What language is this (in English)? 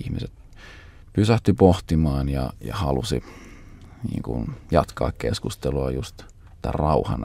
Finnish